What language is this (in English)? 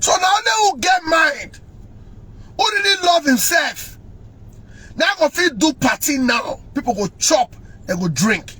Nigerian Pidgin